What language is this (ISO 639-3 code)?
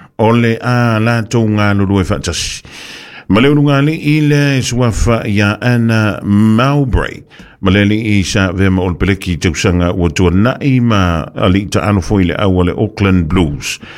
smo